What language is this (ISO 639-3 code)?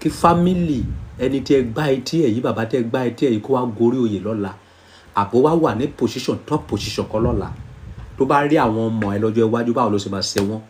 yor